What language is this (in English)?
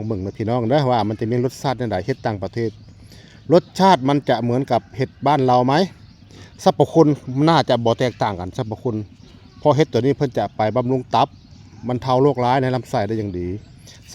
Northeastern Thai